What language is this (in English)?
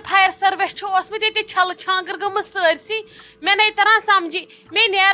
Kashmiri